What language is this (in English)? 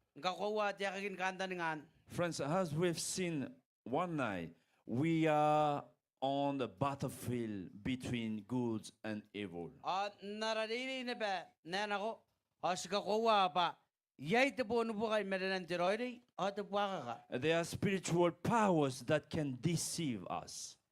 Gilbertese